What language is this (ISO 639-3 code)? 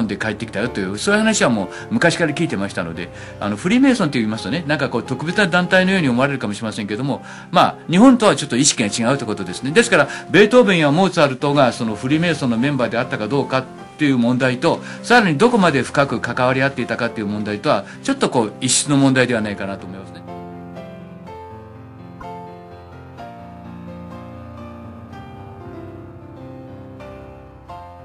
jpn